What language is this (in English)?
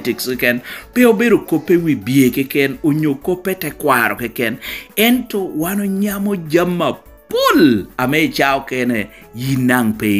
Lango (Uganda)